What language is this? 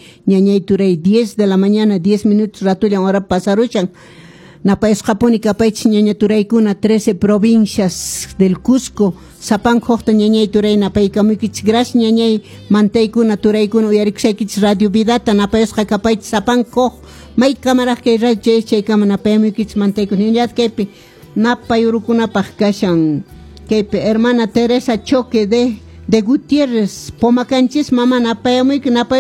Quechua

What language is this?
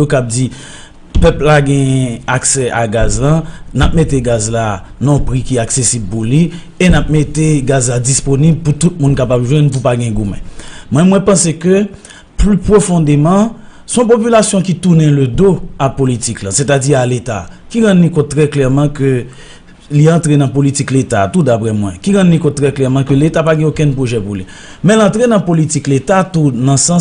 Haitian Creole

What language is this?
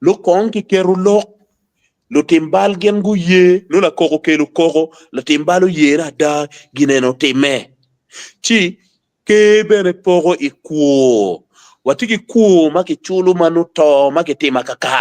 Acoli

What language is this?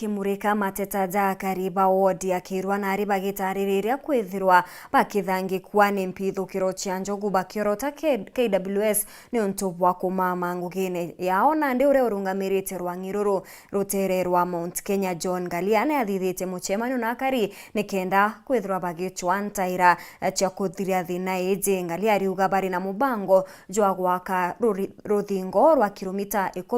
Meru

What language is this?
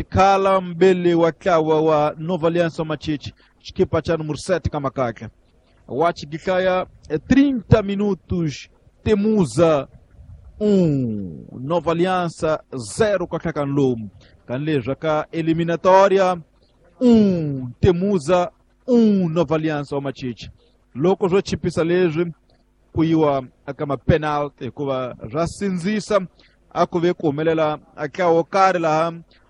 Tsonga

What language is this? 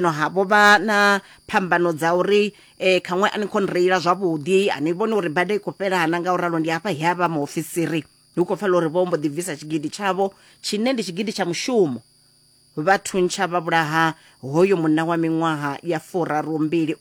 Venda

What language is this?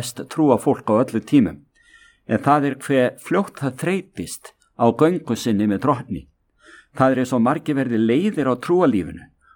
Icelandic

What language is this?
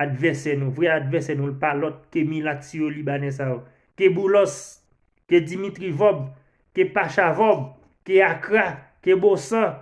Haitian Creole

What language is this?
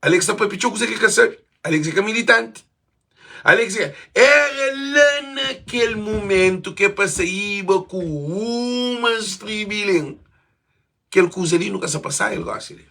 Kabuverdianu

